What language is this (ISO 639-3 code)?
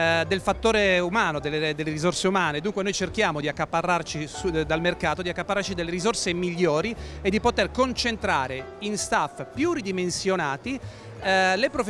ita